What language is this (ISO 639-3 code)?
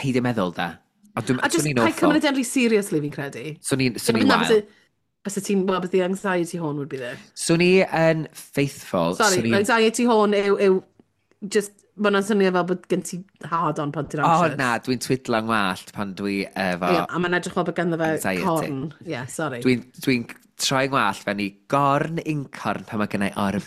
cym